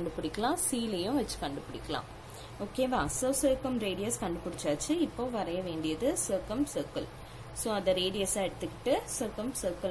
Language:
Tamil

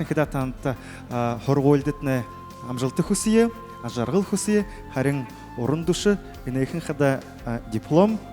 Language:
Buriat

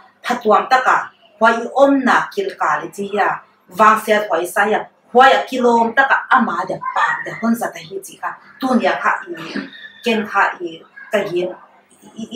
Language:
Paite Chin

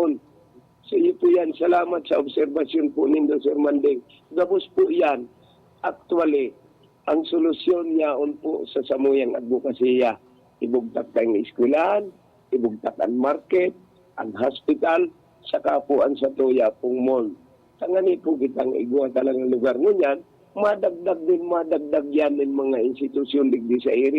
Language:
Bikol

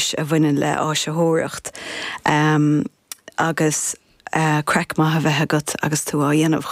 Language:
Irish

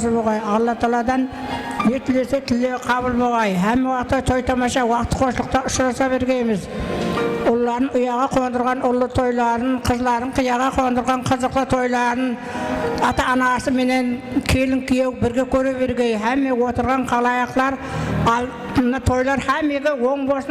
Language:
Kara-Kalpak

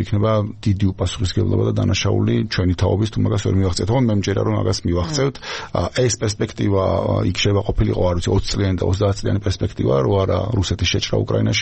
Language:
Georgian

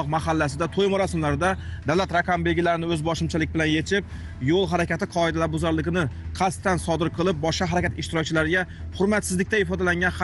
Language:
Uzbek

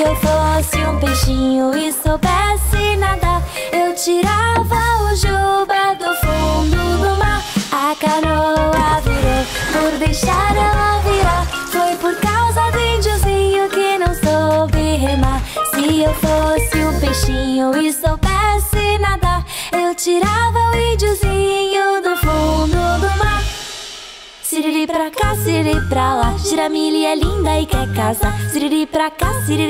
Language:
Portuguese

